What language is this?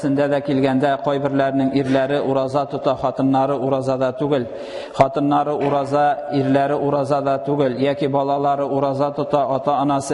Tatar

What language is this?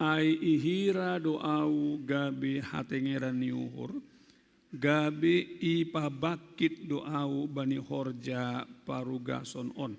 Batak Simalungun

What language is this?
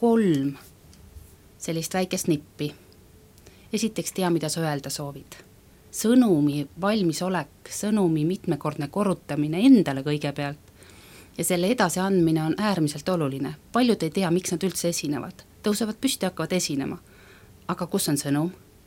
Estonian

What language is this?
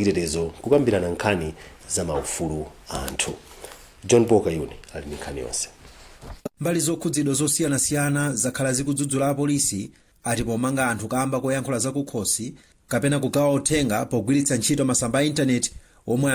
Nyanja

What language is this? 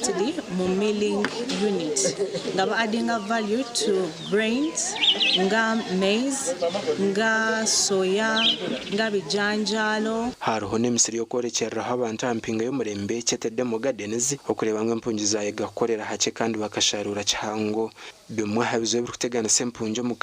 Nyankole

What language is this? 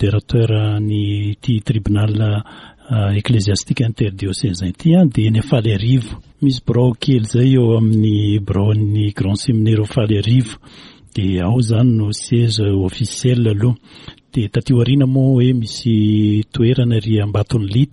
Malagasy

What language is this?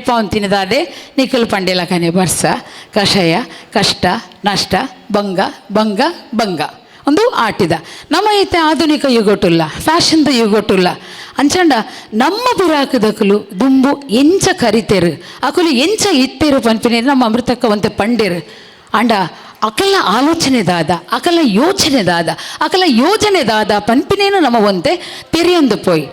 Tulu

